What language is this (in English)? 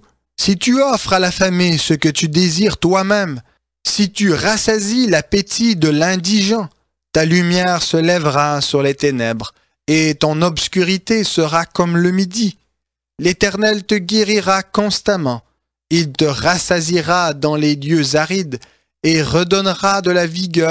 French